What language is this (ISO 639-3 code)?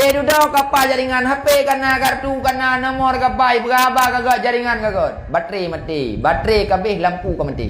ace